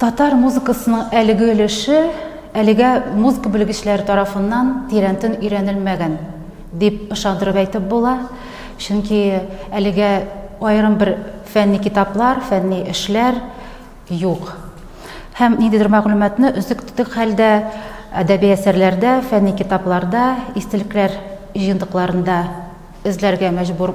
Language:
Tatar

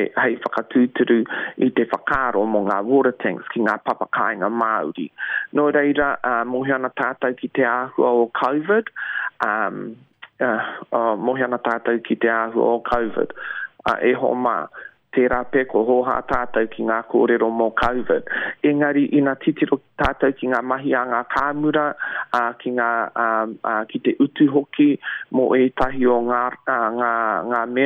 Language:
Māori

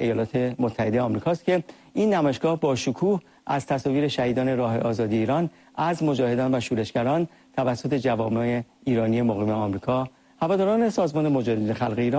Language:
Persian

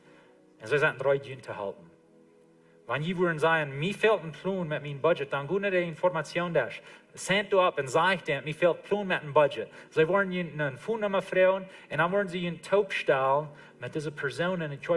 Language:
Plautdietsch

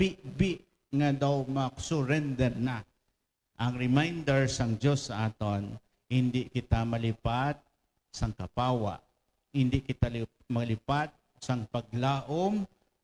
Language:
Hiligaynon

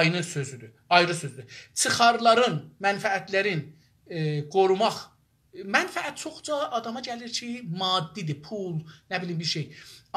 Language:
South Azerbaijani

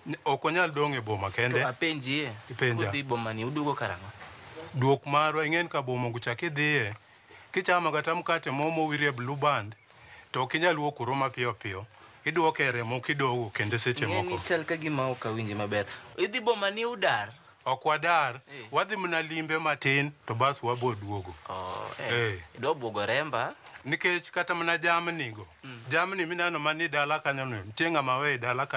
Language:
Luo (Kenya and Tanzania)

